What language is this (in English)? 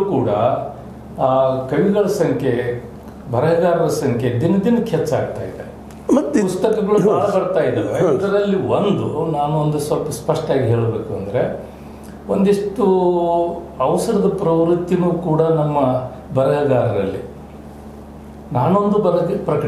Kannada